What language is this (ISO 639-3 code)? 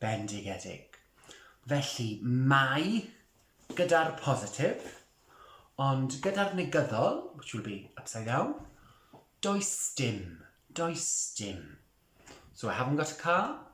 cym